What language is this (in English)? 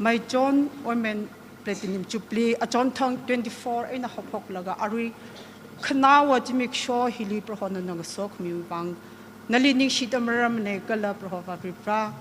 Tangkhul Naga (India)